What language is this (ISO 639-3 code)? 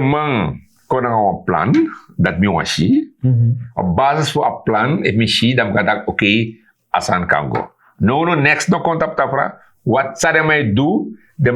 srn